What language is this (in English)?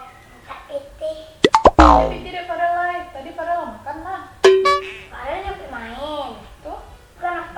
Minangkabau